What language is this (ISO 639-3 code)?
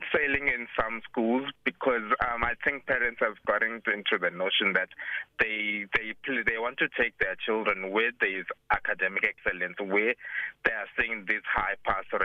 eng